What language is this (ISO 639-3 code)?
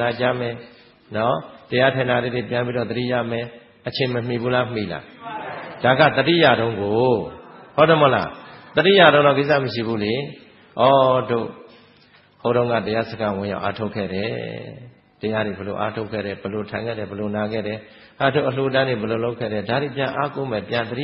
mya